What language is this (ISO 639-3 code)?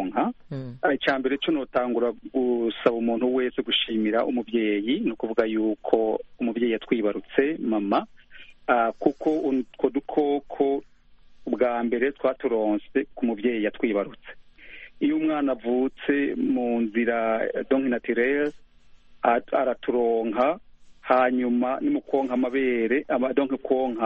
kin